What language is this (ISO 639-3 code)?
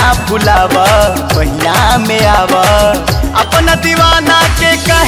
bho